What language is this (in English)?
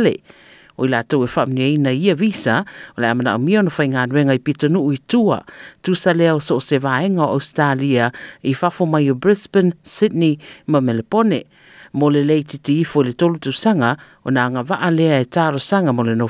Samoan